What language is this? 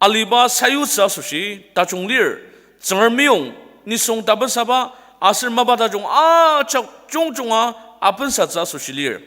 Ao Naga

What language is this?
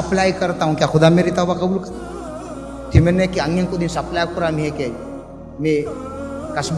Divehi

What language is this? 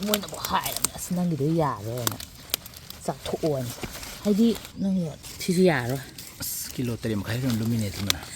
Manipuri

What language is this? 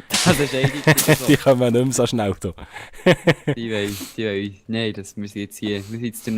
Swiss German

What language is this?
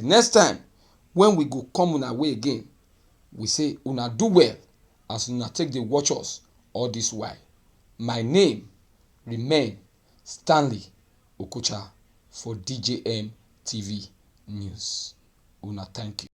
Nigerian Pidgin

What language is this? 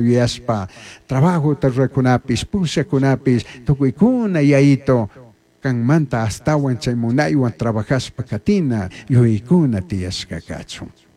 Chimborazo Highland Quichua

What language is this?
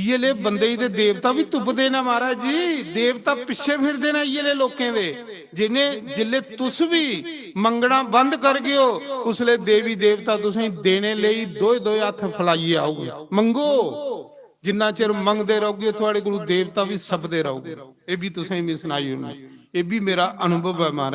Dogri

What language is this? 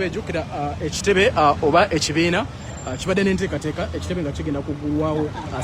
Ganda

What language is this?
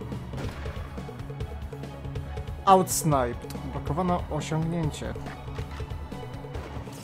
Polish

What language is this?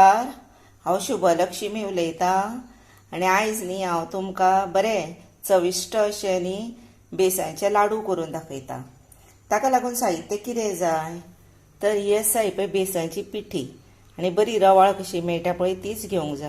Konkani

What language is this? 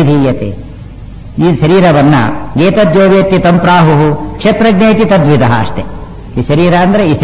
Kannada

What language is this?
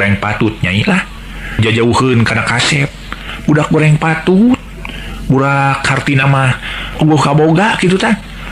Sundanese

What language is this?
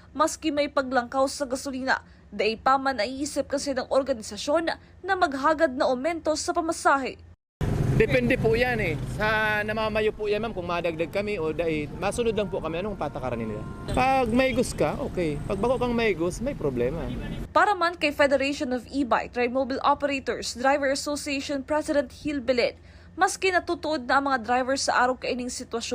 Bikol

